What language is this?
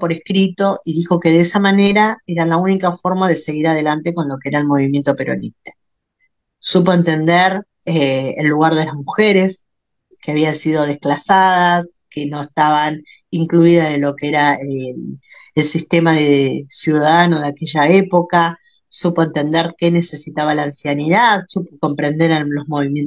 Spanish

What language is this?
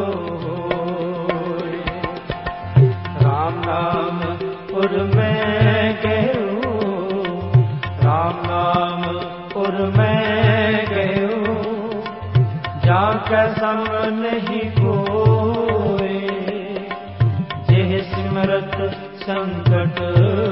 Punjabi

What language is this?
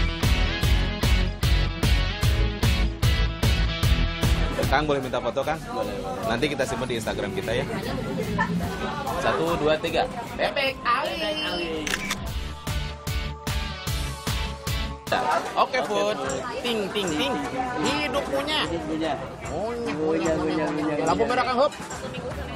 Indonesian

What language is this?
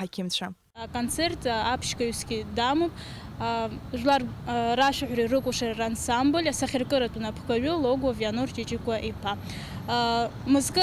Abkhazian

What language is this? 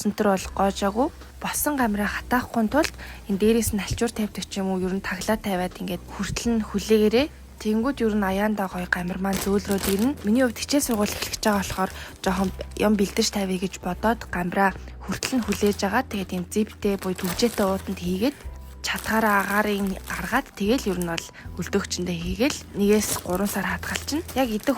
Mongolian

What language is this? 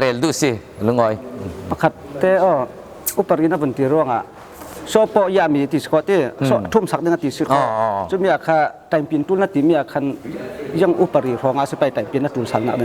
Falam Chin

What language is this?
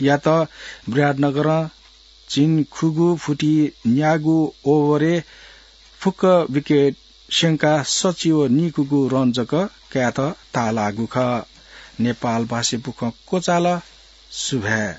Newari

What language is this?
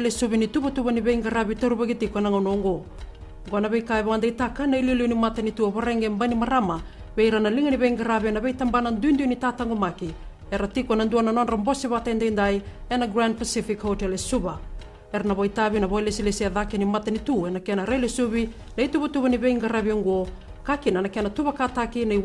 Fijian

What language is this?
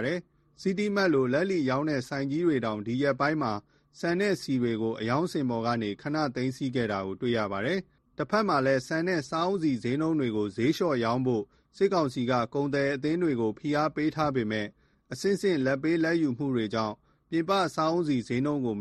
Burmese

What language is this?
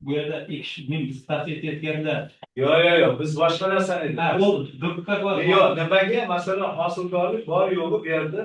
Uzbek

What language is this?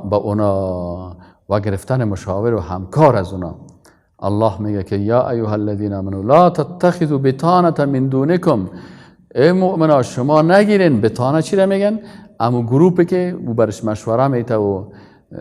Persian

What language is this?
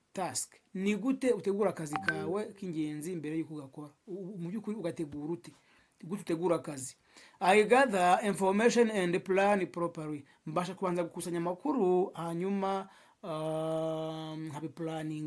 Kinyarwanda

